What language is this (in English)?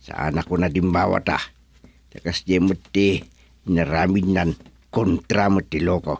Iloko